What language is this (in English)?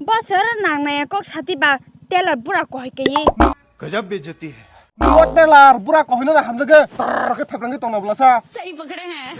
Kok Borok